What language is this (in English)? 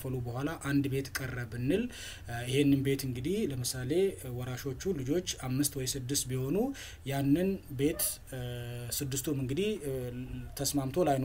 Amharic